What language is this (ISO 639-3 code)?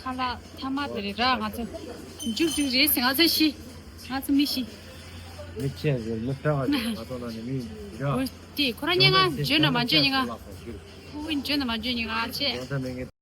bod